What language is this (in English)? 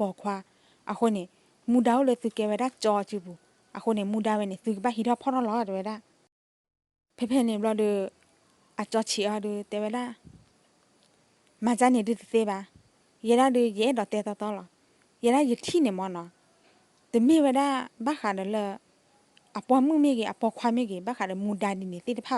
S'gaw Karen